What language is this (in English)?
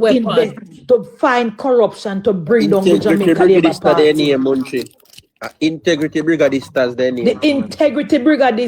Jamaican Creole English